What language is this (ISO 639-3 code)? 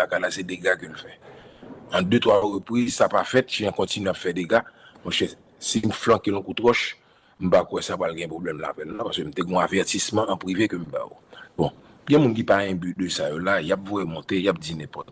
hat